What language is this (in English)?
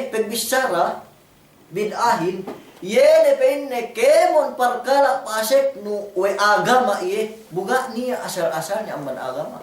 Yakan